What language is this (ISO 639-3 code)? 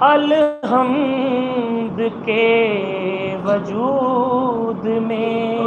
skr